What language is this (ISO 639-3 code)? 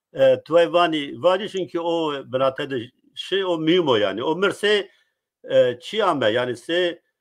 zza